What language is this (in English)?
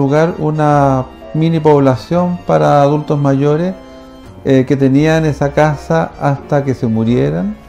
Spanish